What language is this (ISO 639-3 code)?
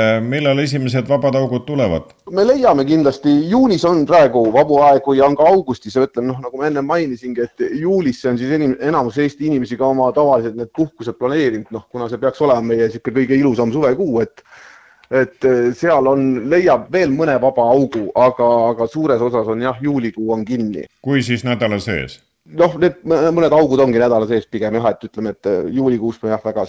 est